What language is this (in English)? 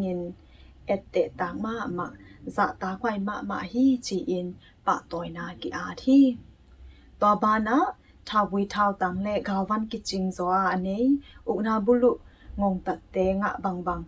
Tedim Chin